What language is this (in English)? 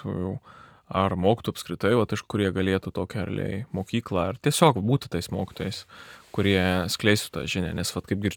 Lithuanian